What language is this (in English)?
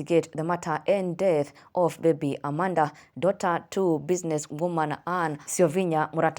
Kikuyu